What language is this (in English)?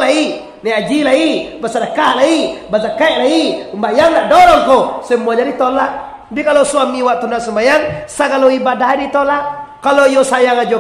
Minangkabau